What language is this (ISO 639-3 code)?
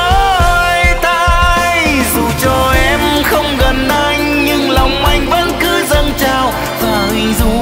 vie